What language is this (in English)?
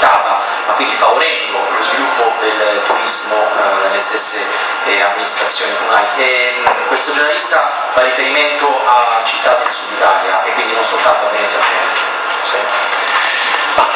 Italian